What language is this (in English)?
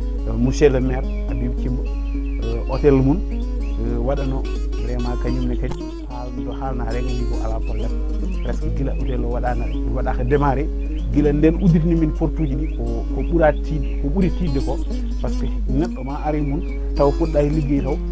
Fula